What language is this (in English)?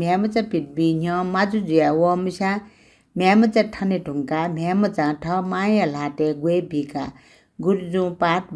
Newari